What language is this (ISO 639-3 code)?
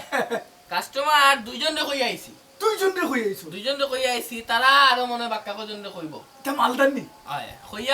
syl